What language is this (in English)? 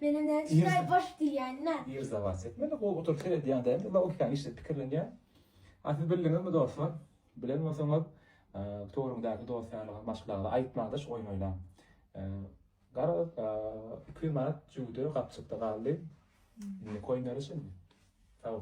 Turkmen